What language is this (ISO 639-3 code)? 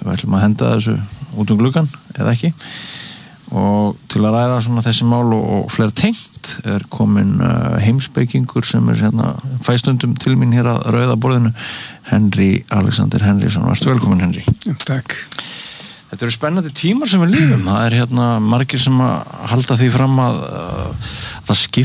isl